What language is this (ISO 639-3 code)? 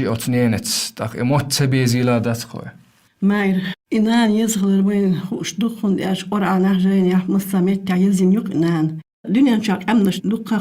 che